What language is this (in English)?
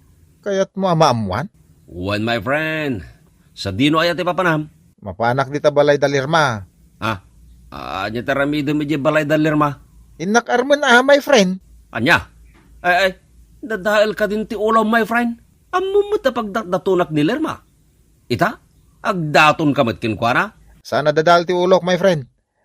Iloko